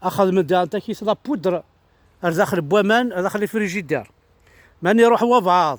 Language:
Kabyle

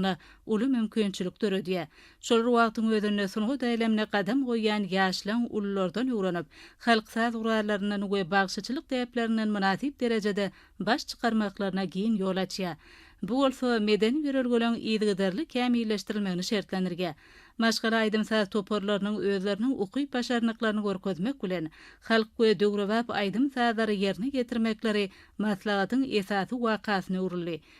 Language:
Turkmen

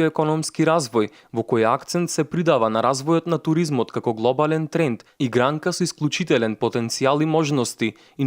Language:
Macedonian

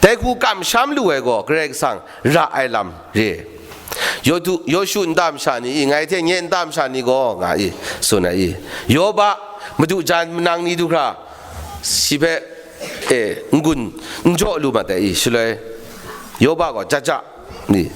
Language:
Kachin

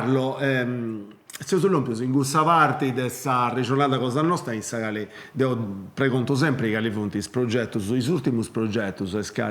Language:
Sardinian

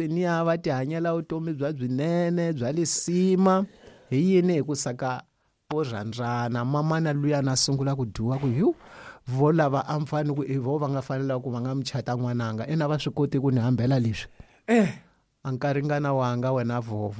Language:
Tsonga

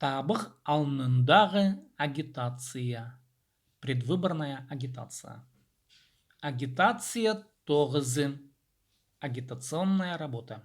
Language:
Khakas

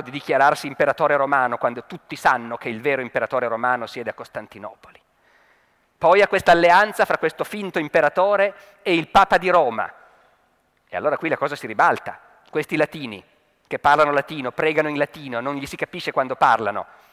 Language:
Italian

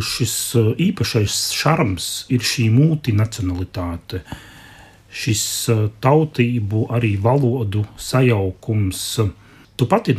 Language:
Latvian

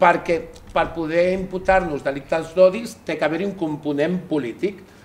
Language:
Catalan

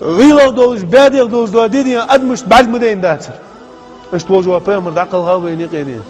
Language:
Ingush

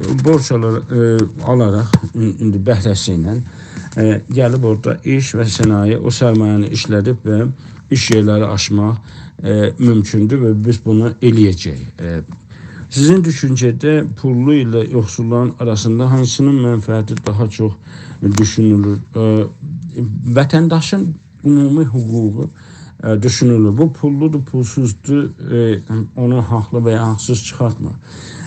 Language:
South Azerbaijani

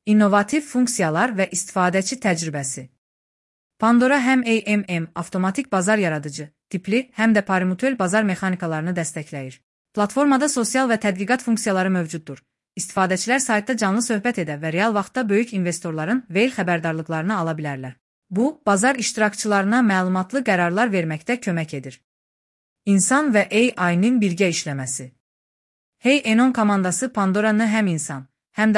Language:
Azerbaijani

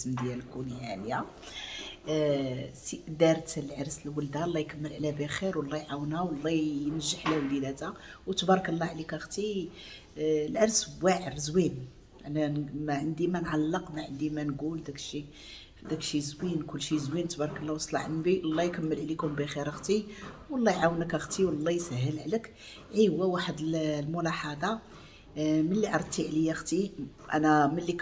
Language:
Moroccan Arabic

